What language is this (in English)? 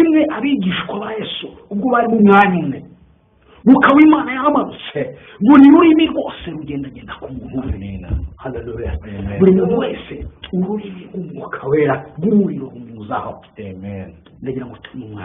Kinyarwanda